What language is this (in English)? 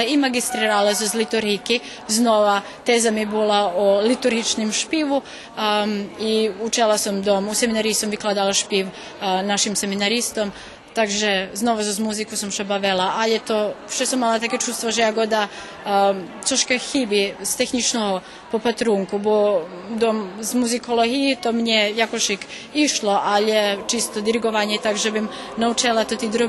Rusyn